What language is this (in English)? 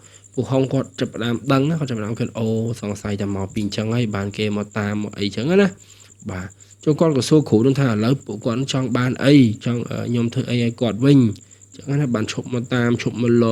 Khmer